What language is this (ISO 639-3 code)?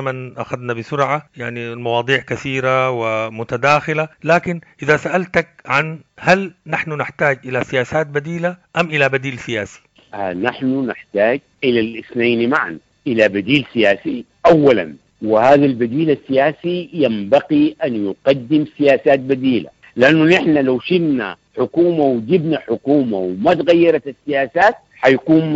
apd